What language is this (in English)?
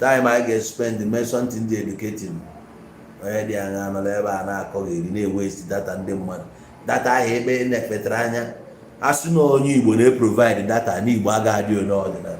Igbo